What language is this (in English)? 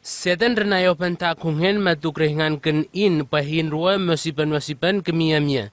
Southwest Tanna